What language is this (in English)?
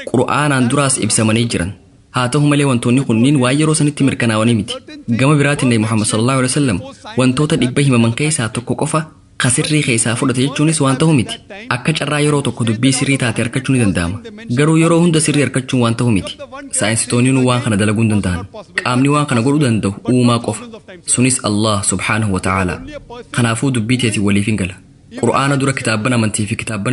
Oromo